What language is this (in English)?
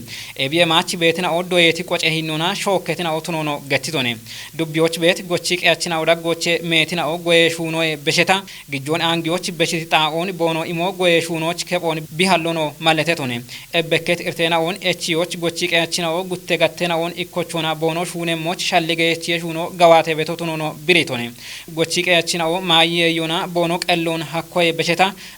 Kafa